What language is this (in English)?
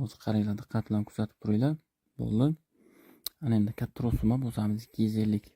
Uzbek